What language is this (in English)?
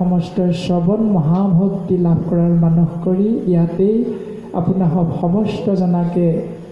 Assamese